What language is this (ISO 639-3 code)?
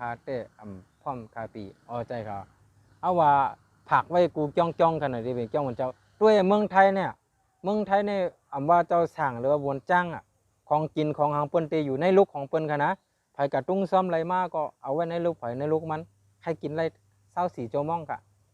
shn